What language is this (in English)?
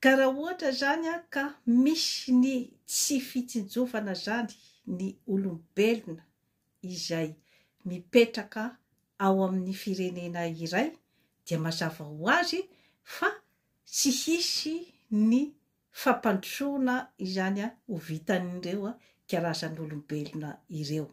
Malagasy